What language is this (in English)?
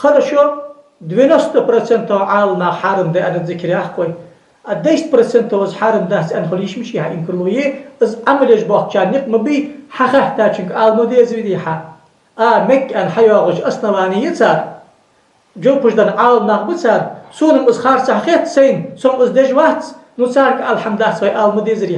Ingush